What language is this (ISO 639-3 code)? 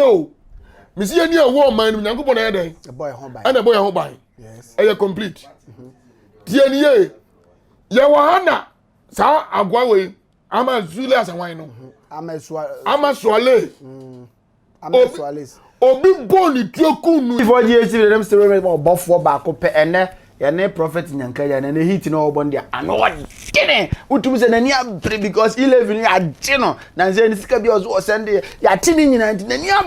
aka